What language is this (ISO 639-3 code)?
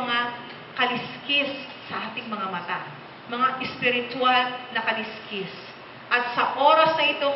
fil